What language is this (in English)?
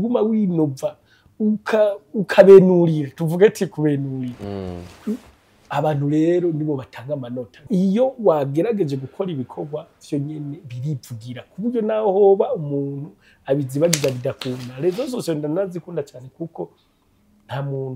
Rundi